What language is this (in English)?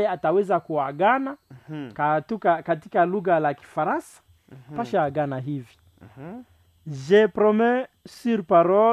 Swahili